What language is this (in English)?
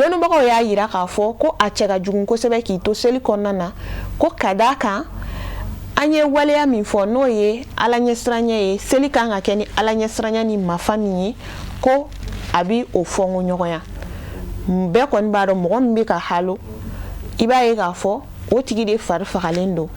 Bambara